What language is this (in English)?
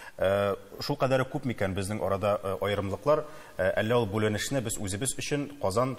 Tatar